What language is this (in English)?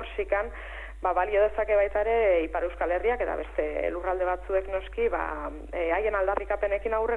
Basque